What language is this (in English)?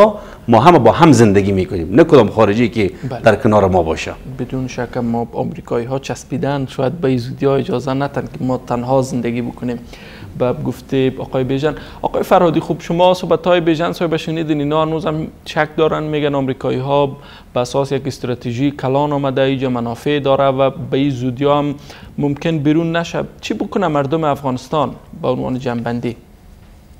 Persian